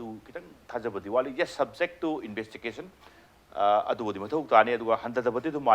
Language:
Manipuri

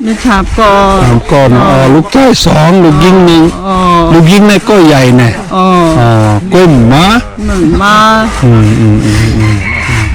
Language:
Shan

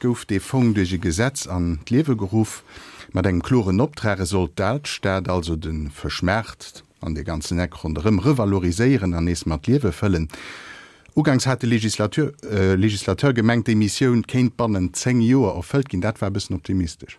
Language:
Luxembourgish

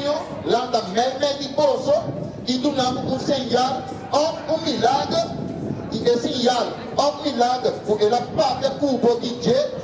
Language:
Papiamento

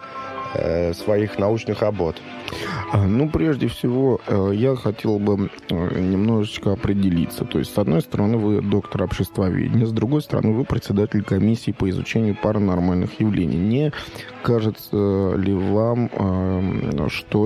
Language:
Russian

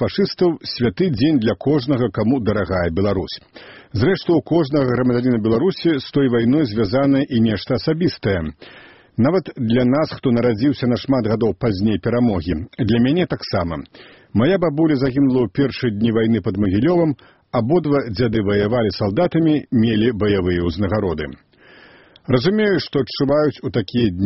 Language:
Belarusian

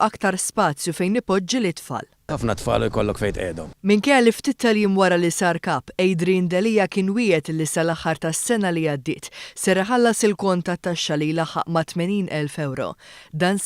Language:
Maltese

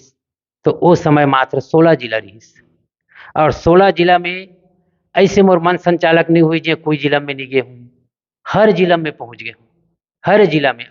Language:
Chhattisgarhi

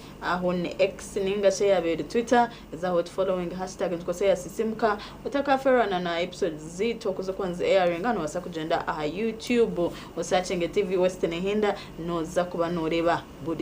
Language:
Nyankole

